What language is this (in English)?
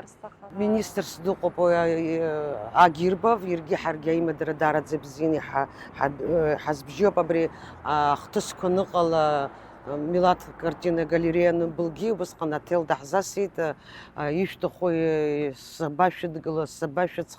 Abkhazian